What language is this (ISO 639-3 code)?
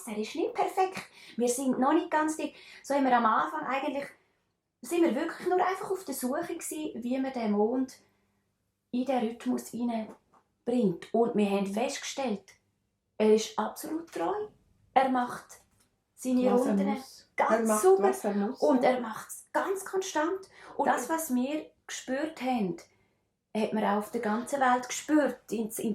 gsw